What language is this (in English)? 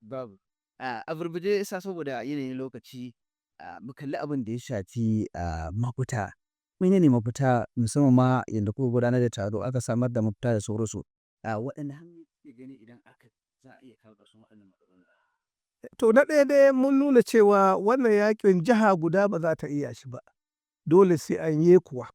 Hausa